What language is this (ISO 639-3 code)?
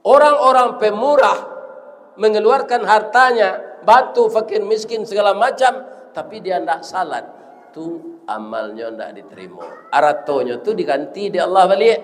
min